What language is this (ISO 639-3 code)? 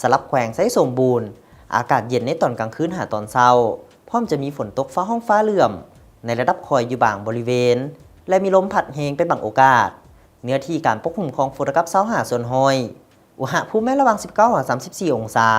lao